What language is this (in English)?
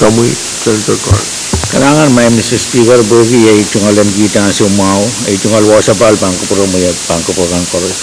Pohnpeian